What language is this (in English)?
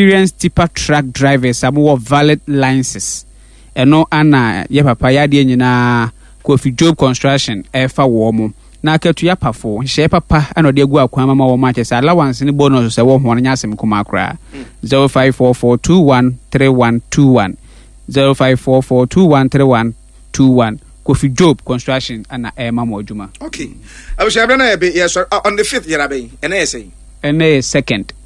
Akan